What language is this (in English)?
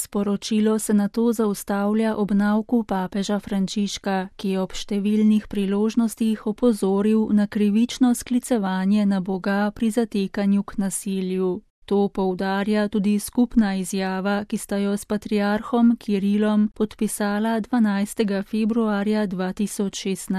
Slovenian